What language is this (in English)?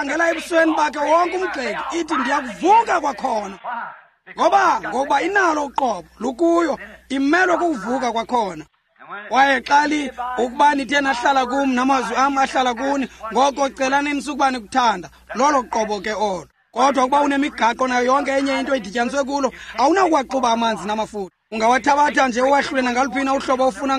Xhosa